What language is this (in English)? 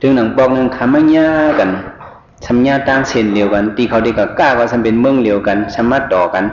Shan